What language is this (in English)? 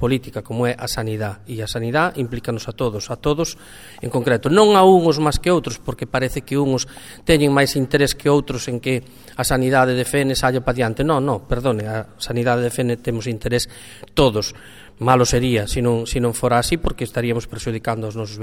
Galician